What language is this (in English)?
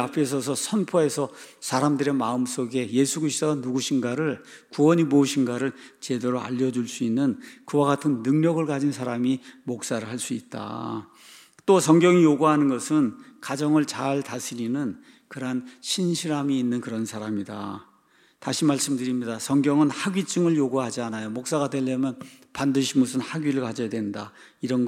Korean